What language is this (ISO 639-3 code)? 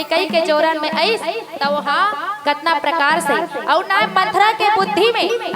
hne